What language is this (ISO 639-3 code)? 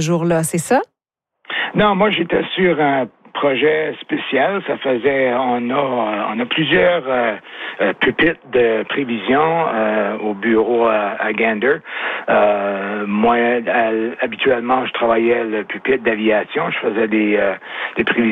fra